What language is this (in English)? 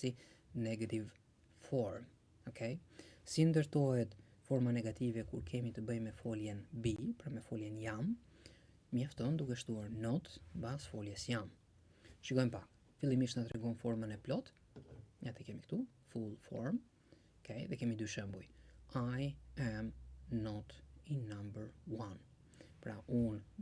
Albanian